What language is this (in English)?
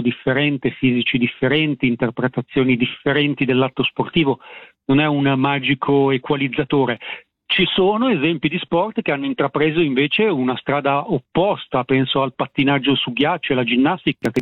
Italian